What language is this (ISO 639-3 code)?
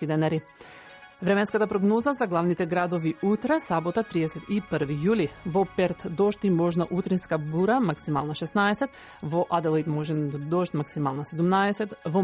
mkd